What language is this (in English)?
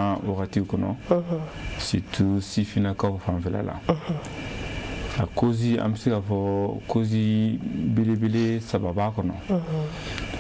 Bambara